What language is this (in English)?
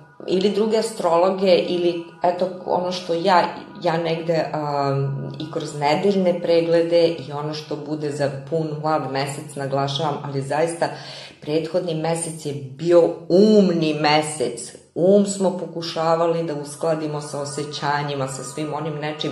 Serbian